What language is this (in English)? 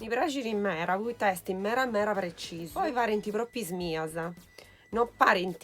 Sardinian